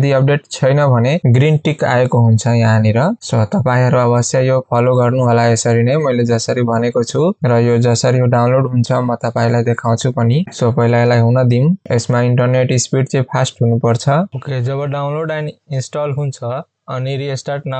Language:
Nepali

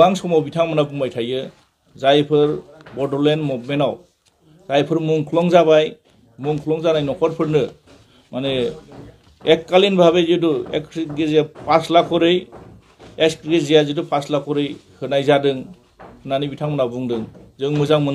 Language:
Bodo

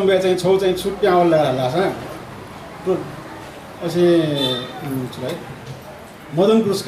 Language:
Newari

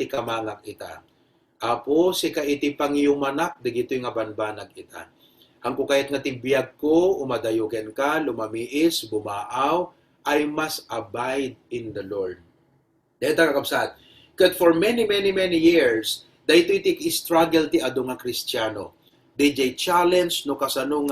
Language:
Iloko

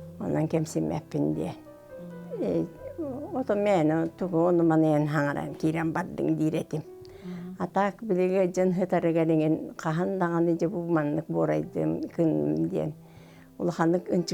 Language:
Yakut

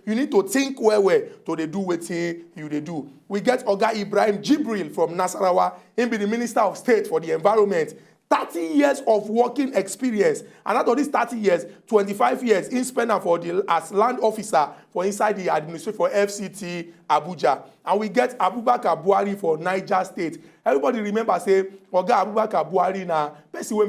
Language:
Nigerian Pidgin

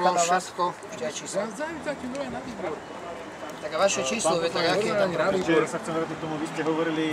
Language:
Slovak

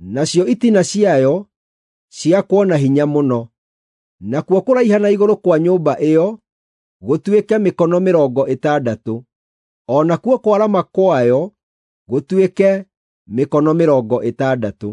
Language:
Kikuyu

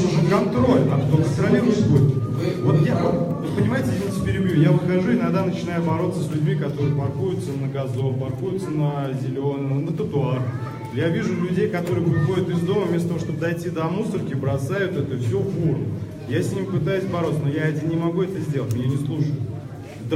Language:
Russian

